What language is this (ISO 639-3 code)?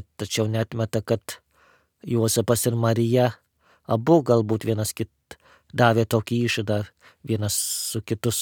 lit